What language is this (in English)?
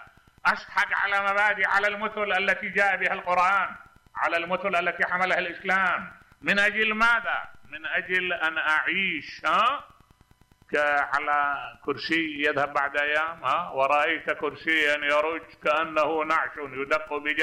Mesopotamian Arabic